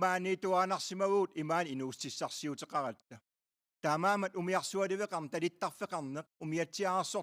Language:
Kalaallisut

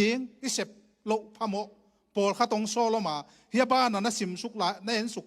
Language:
Tedim Chin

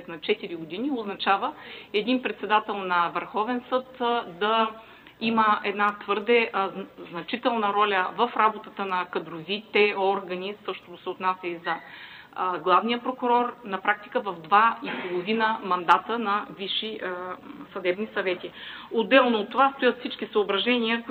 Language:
Bulgarian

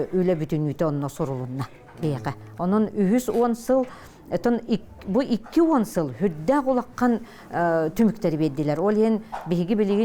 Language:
Yakut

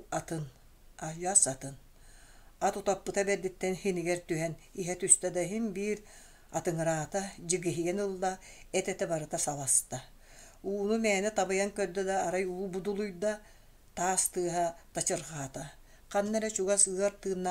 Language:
Yakut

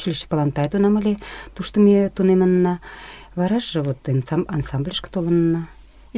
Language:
Mari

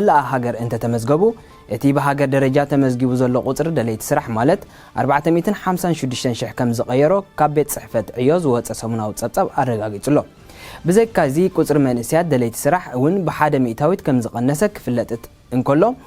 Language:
Tigrinya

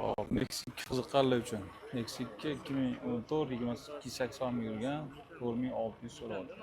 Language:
Uzbek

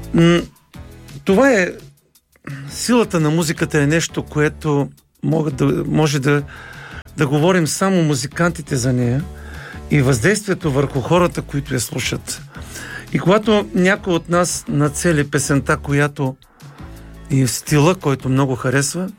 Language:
Bulgarian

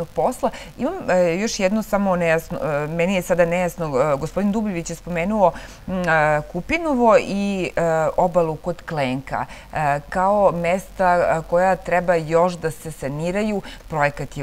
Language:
Serbian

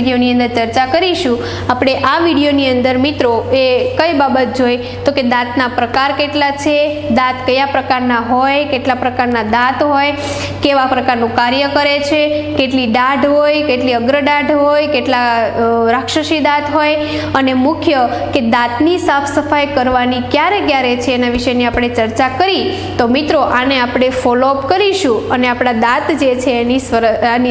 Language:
Gujarati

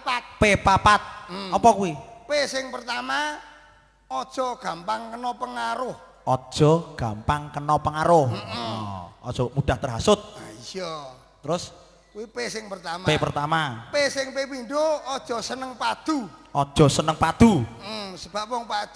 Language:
Javanese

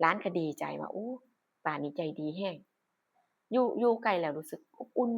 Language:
Northeastern Thai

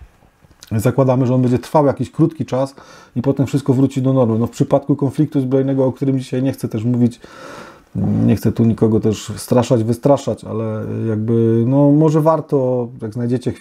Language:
Polish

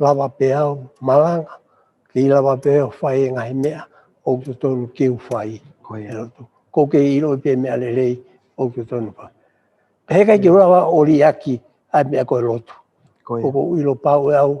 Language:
Tongan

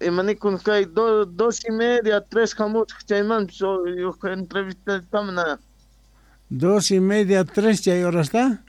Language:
Quechua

